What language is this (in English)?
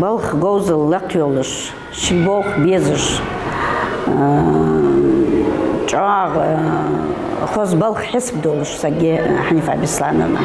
Ingush